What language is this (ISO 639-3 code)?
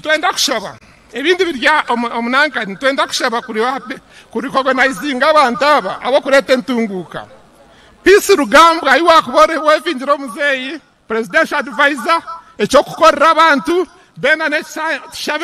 nyn